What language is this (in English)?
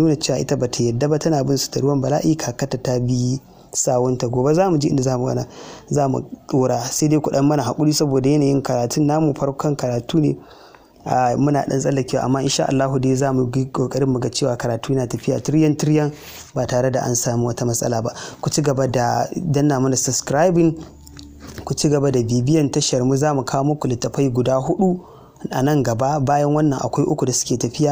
Hausa